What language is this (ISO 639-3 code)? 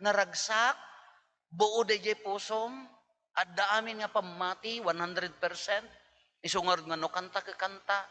ilo